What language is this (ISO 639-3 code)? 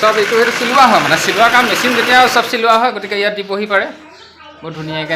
asm